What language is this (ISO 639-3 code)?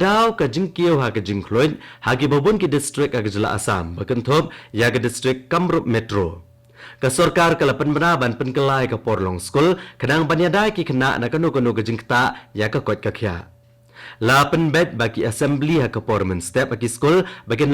kha